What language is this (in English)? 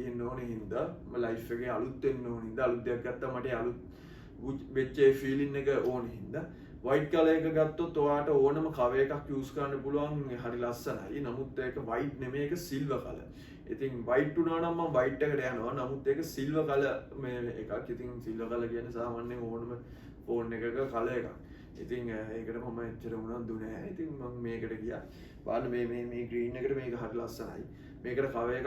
Sinhala